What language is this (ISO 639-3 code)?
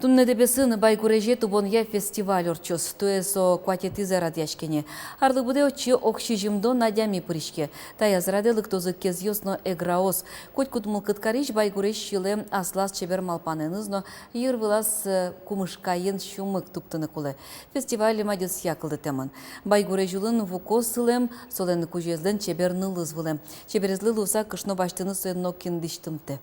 udm